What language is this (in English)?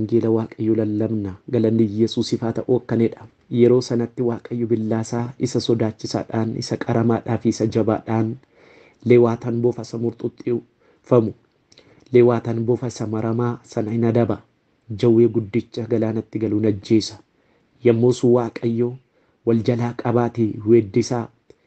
Oromo